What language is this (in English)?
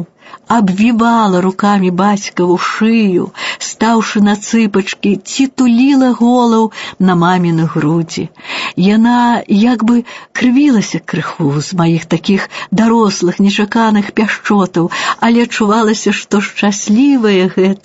Belarusian